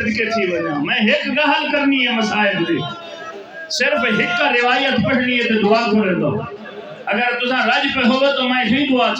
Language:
Saraiki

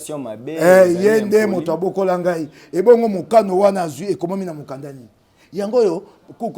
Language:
Lingala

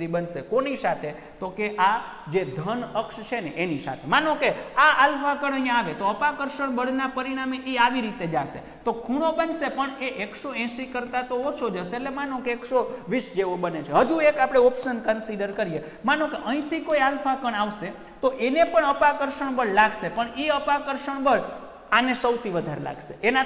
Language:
Gujarati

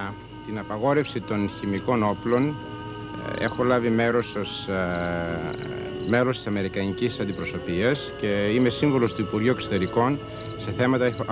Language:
Greek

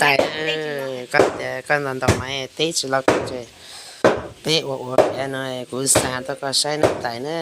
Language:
Hmong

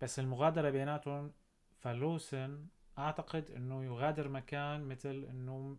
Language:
North Levantine Arabic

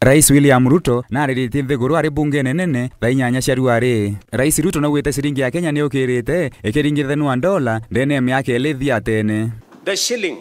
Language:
Meru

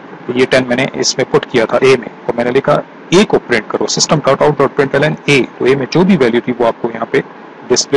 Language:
Hindi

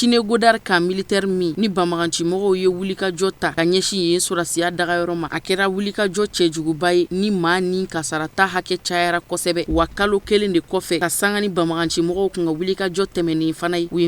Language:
Bambara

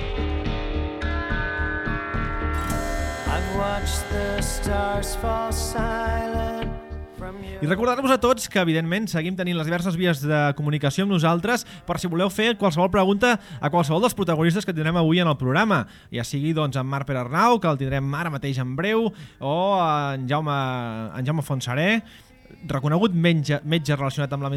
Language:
Catalan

